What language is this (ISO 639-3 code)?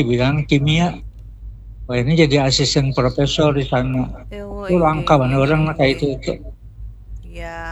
bjn